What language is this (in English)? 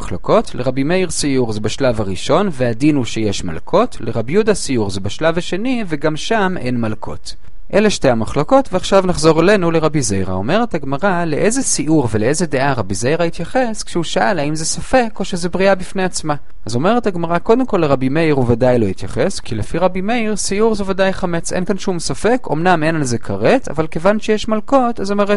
Hebrew